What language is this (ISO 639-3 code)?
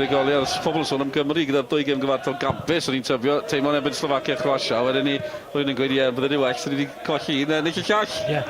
cym